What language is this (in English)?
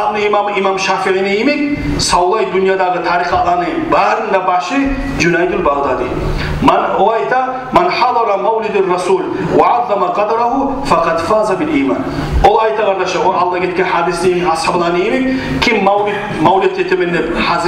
Kumyk